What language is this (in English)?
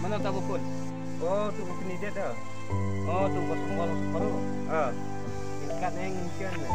Khasi